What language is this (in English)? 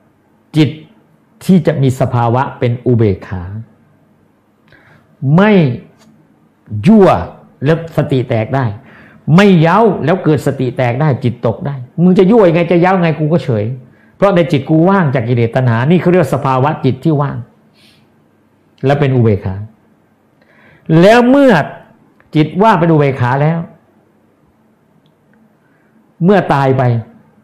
Thai